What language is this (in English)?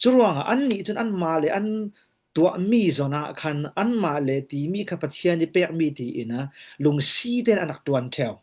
Falam Chin